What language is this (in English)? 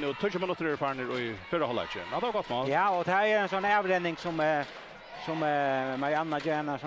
Faroese